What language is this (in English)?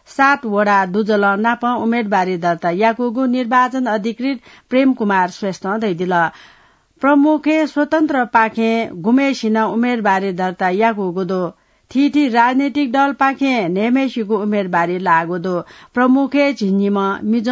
Newari